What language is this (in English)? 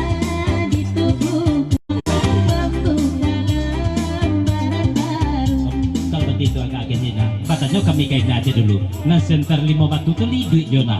Minangkabau